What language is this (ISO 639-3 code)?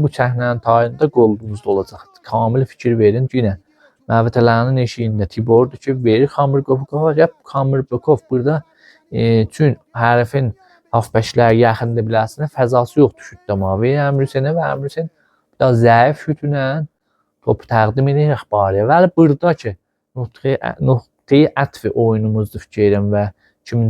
aze